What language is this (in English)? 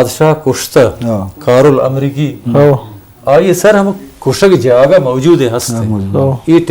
Eastern Balochi